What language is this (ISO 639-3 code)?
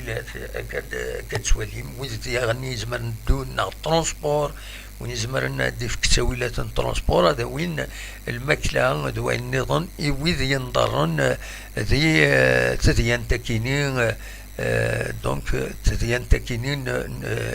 kab